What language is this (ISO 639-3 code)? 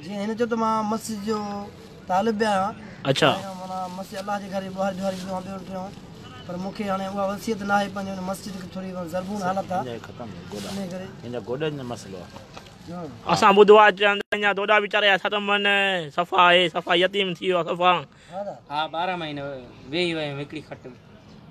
snd